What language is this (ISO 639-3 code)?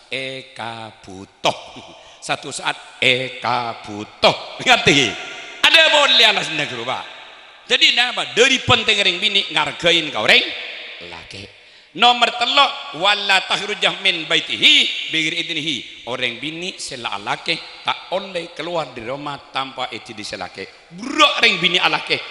mad